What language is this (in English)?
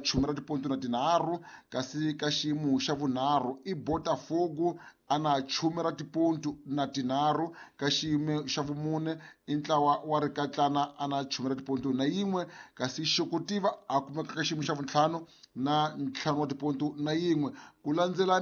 Tsonga